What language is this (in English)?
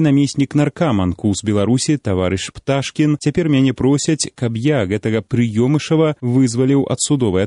Belarusian